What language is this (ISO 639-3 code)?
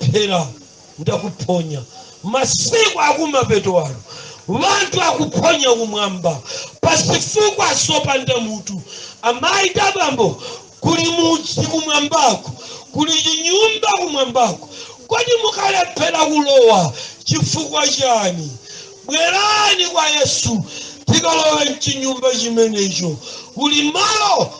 nya